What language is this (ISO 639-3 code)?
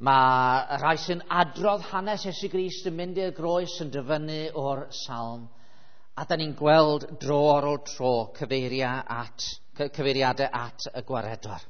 cym